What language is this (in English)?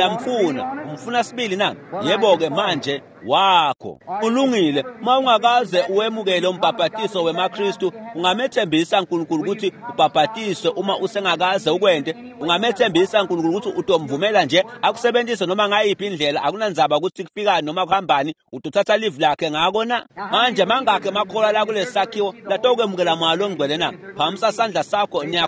Swati